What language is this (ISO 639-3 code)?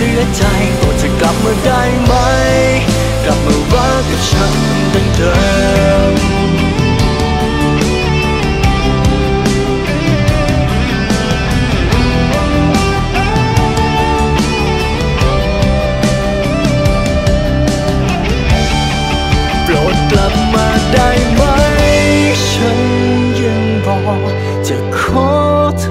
tha